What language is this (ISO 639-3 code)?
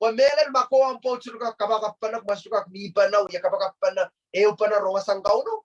pon